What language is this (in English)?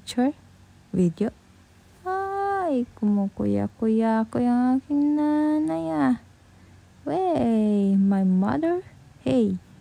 Filipino